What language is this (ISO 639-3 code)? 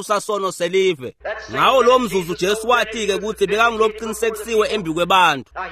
ssw